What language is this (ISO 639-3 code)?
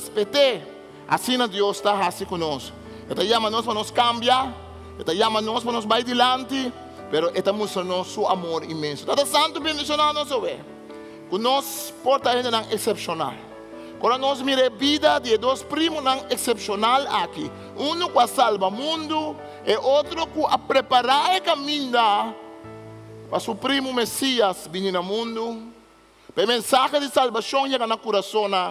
pap